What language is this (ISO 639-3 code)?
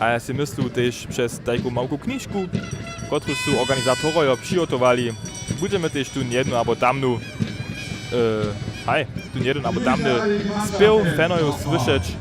hsb